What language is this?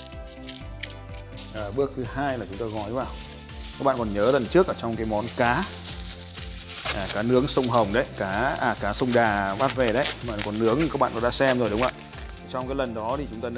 Vietnamese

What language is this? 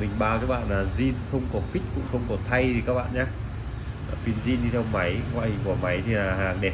Vietnamese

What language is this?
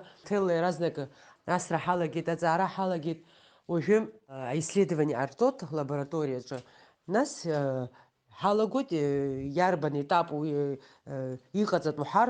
Abkhazian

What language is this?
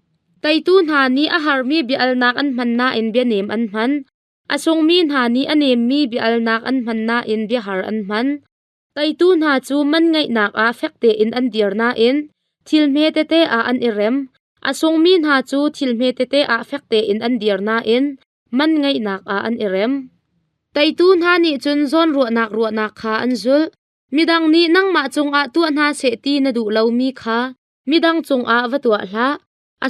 Hakha Chin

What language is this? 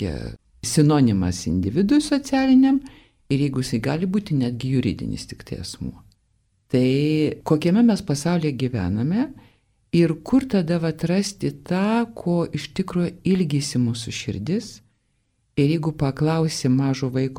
Lithuanian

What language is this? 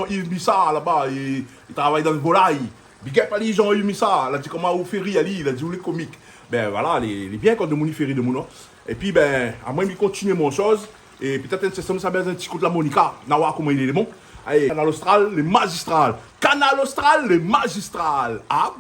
Réunion Creole French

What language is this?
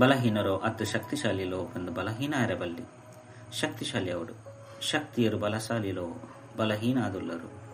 Tulu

